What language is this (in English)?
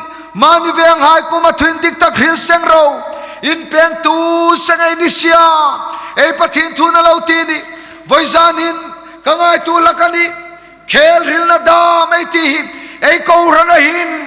Hmar